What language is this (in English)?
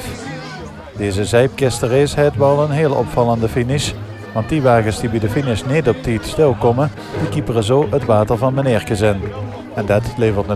Limburgish